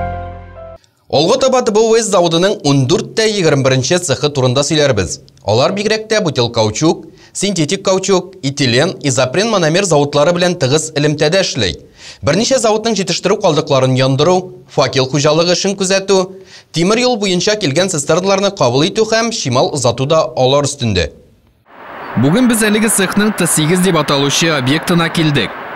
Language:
Tatar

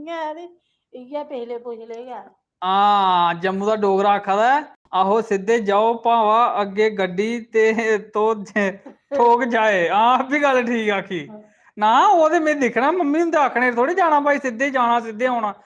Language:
Dogri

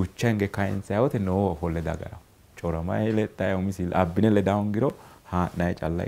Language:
Sidamo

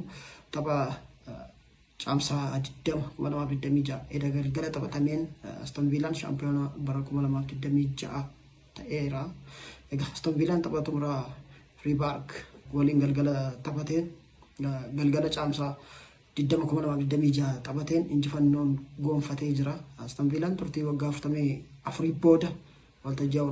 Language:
Oromo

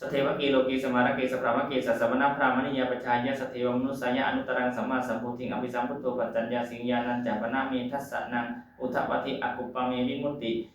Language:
Pali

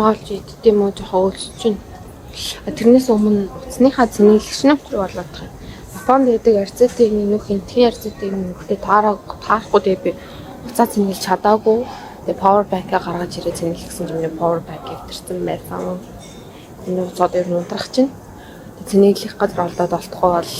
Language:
Mongolian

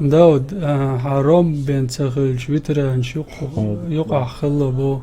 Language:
Chechen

